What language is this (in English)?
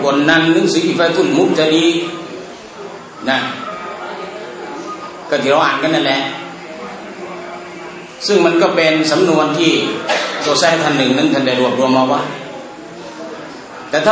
Thai